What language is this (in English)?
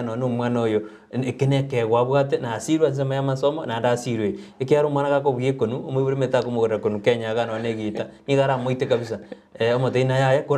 Gusii